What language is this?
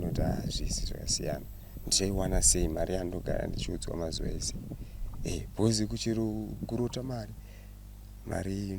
Shona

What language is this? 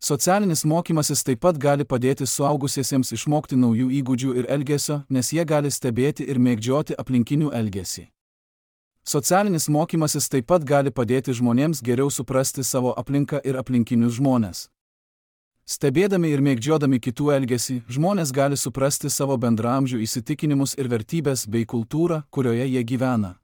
Lithuanian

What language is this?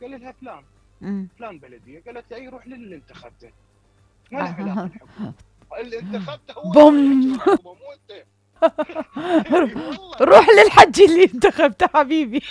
Mesopotamian Arabic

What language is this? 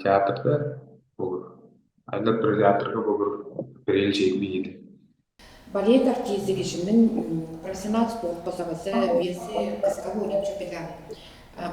Tuvinian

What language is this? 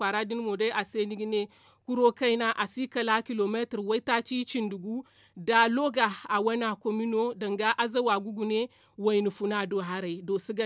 Zarma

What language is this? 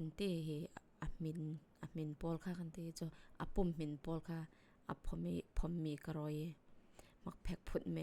Falam Chin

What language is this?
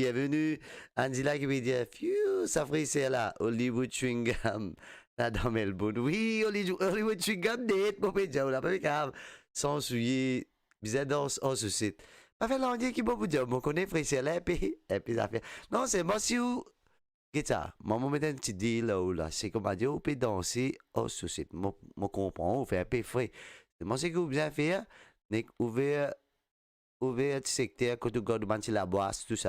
Morisyen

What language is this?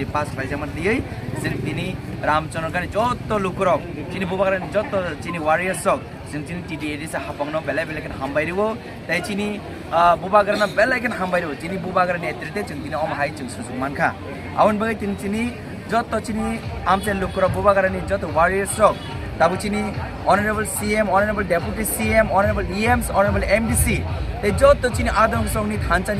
Kok Borok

